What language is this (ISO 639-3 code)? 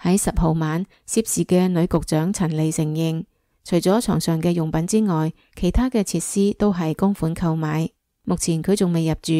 yue